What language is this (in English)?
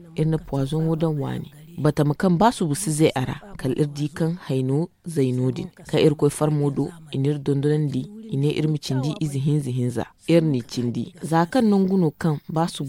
Zarma